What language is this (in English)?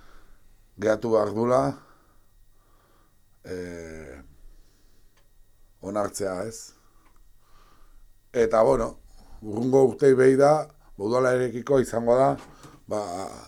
Basque